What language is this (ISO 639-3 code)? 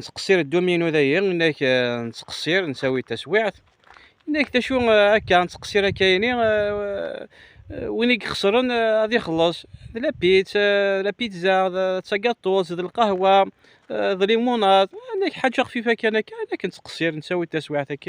kab